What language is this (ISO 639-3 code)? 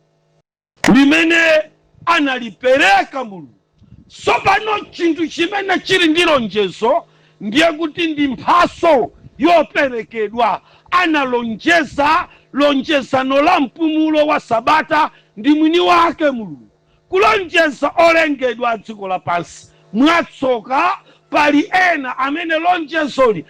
nya